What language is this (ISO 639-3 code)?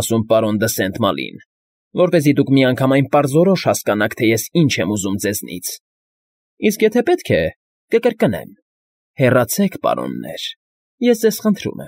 hye